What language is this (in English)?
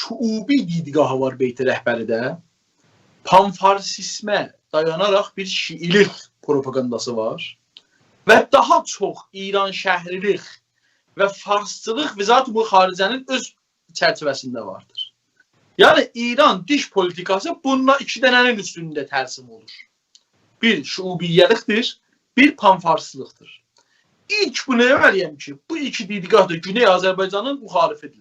South Azerbaijani